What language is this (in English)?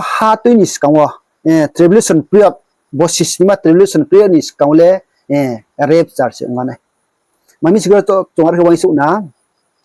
Riang (India)